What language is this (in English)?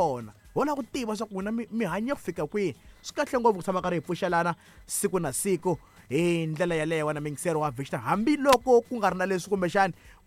Tsonga